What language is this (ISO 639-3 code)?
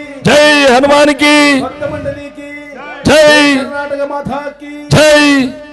kan